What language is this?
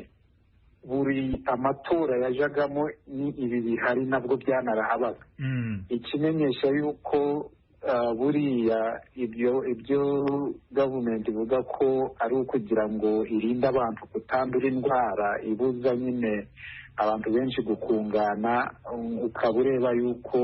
Kinyarwanda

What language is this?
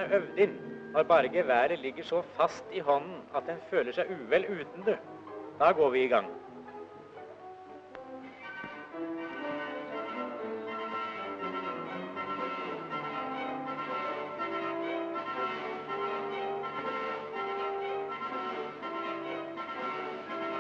Norwegian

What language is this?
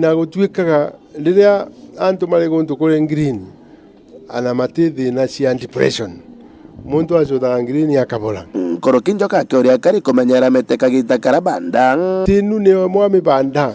Meru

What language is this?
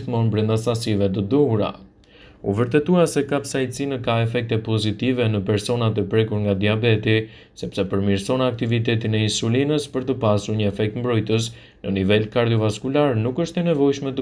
Albanian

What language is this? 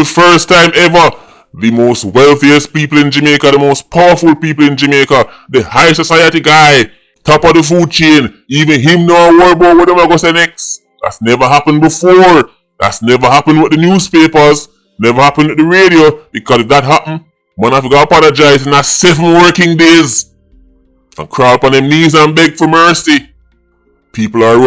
Jamaican Creole English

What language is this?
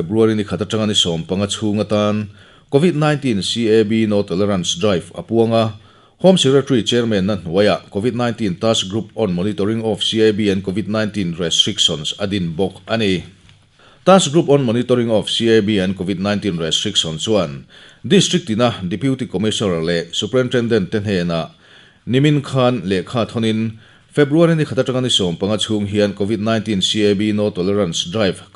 Mizo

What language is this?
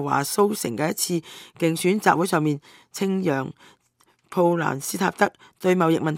Cantonese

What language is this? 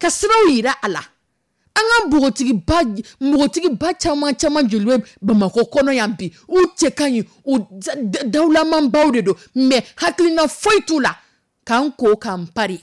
Dyula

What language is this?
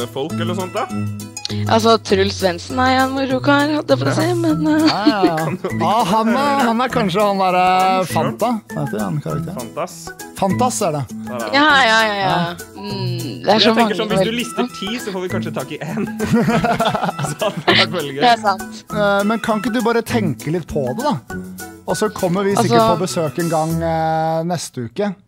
Norwegian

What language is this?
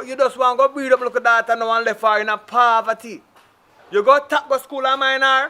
Jamaican Creole English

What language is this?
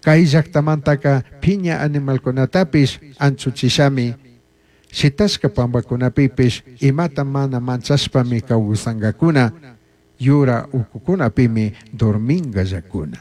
Chimborazo Highland Quichua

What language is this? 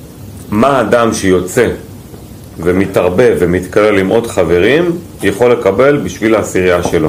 Hebrew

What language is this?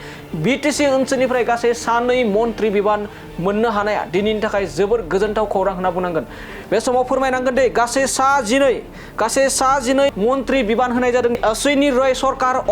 Bodo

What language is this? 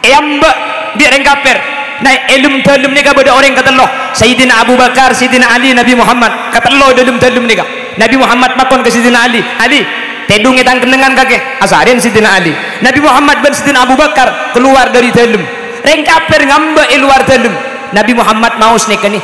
Madurese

